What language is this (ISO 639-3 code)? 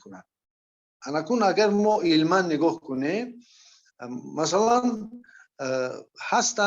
fas